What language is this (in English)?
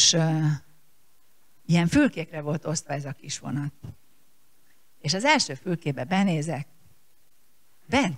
Hungarian